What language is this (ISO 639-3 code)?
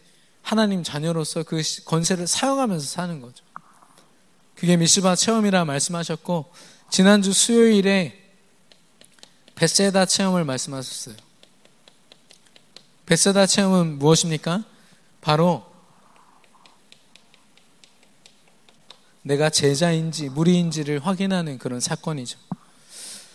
kor